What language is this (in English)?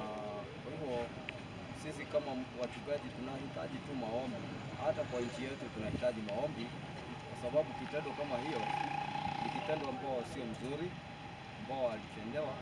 Swahili